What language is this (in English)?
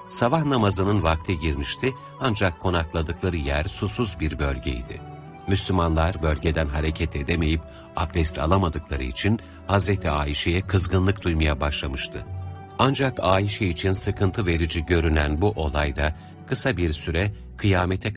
Turkish